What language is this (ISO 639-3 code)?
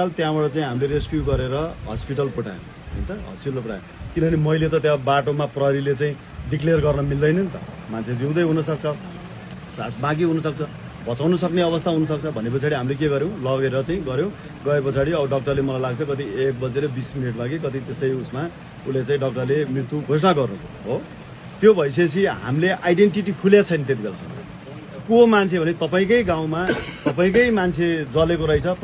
nep